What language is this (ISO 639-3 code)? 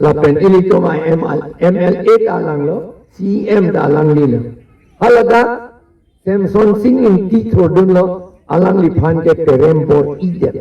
mjw